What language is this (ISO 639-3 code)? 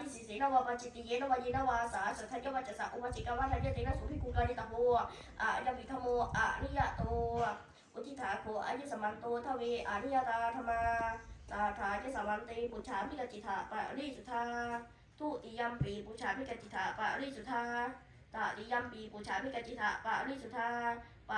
pli